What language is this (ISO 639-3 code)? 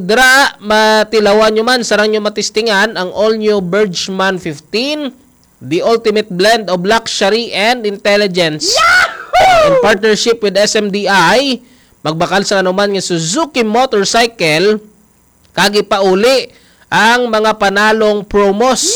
hil